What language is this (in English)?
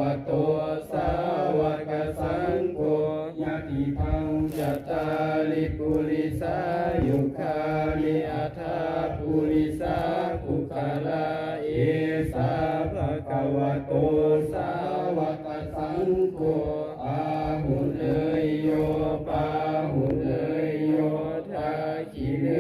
Pali